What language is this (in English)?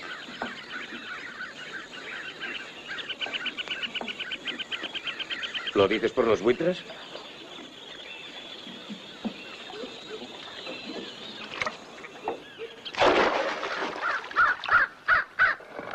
Spanish